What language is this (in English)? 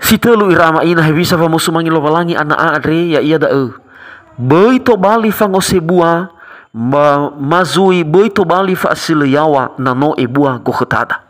Nias